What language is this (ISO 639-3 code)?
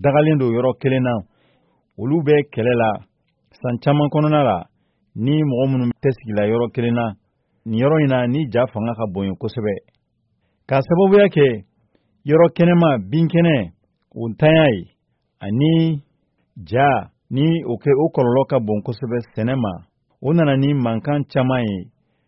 bam